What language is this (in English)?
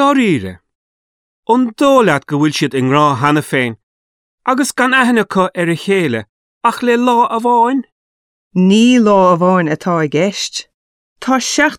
Irish